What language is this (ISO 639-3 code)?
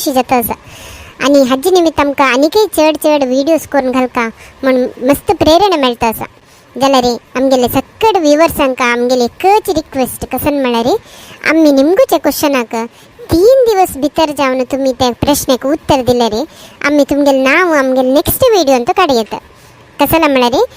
kok